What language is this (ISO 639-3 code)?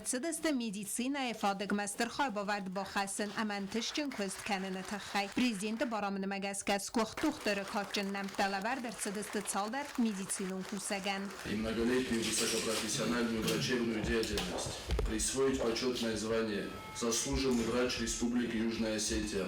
oss